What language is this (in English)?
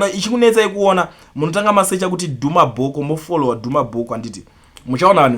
Shona